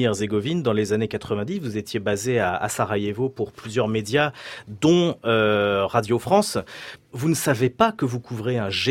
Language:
French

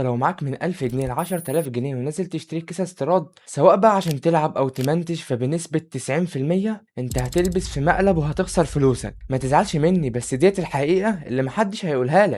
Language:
Egyptian Arabic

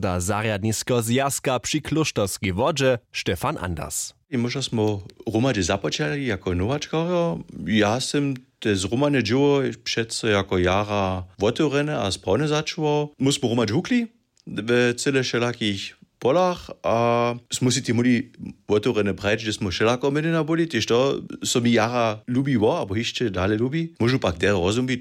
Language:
Upper Sorbian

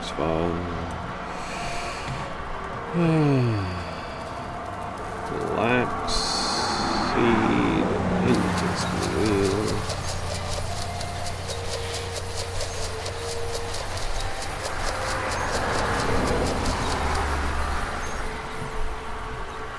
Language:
English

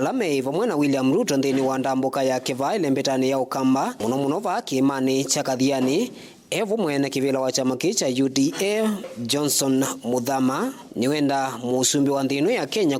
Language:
Kamba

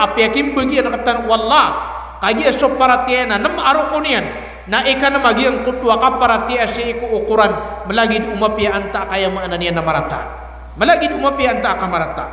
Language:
Maranao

